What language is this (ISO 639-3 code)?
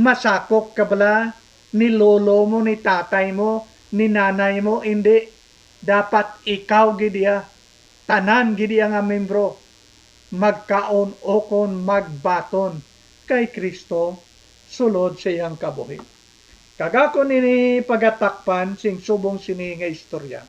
hil